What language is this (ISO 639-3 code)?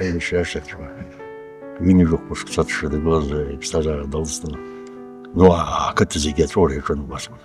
abk